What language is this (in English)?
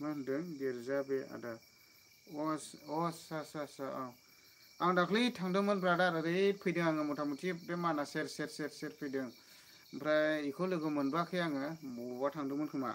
Bodo